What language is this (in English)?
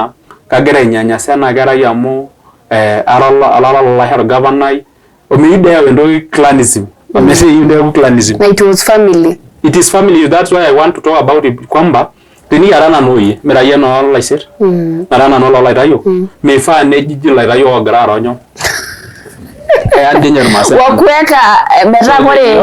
Masai